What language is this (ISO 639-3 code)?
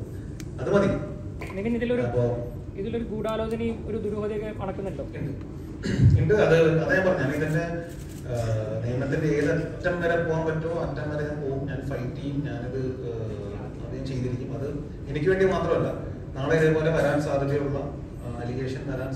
mal